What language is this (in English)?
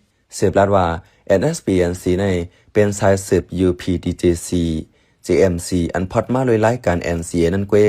Shan